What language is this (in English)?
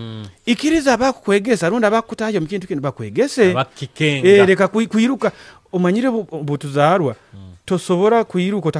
Nyoro